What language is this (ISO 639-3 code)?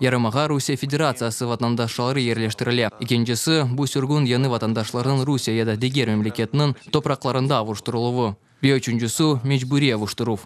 crh